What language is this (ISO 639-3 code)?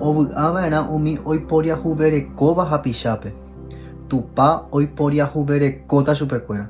grn